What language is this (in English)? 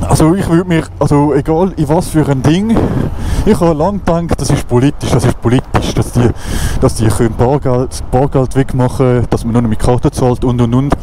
Swiss German